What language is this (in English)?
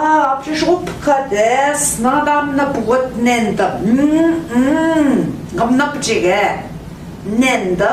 Central Ojibwa